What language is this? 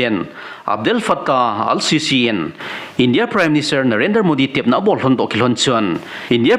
Thado Chin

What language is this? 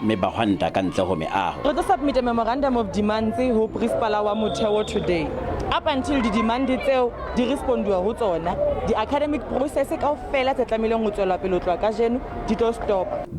Southern Sotho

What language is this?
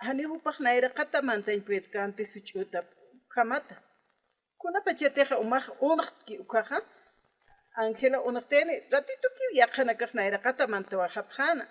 Aymara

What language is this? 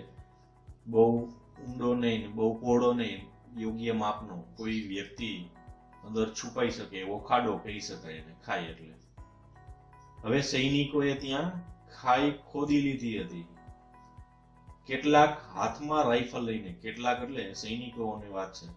Gujarati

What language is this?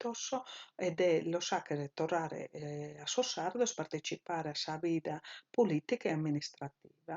Sardinian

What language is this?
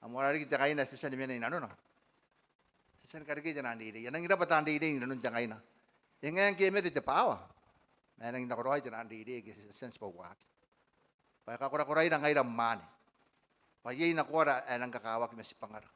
Gilbertese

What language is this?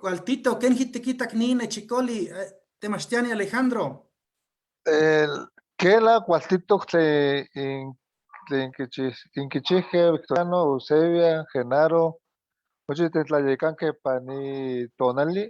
Eastern Huasteca Nahuatl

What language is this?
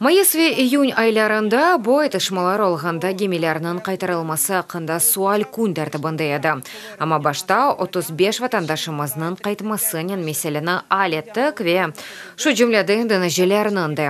Crimean Tatar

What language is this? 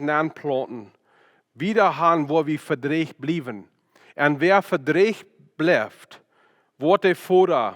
Plautdietsch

